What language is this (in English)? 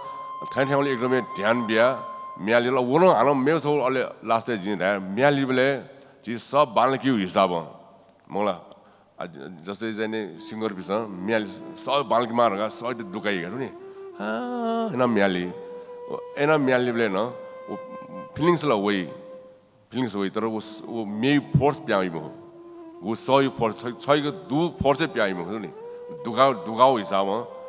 Newari